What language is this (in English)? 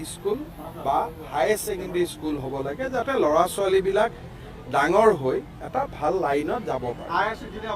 Assamese